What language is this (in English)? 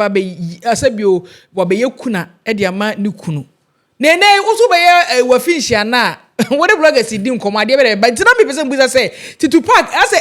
Akan